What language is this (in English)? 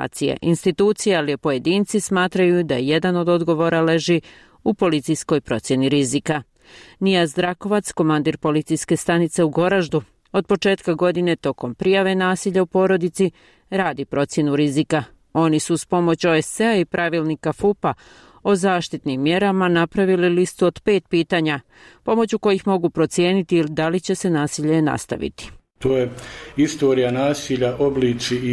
Bosnian